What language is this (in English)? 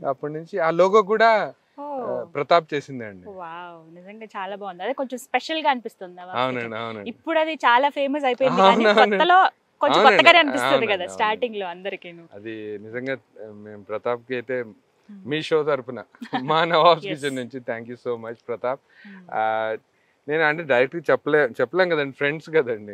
Telugu